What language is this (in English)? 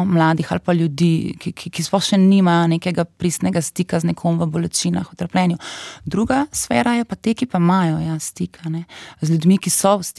Slovenian